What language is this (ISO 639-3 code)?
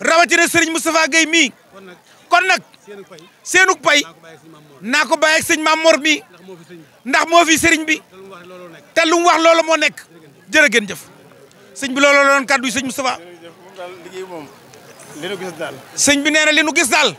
wol